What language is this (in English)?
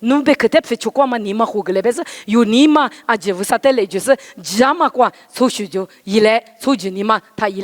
Lisu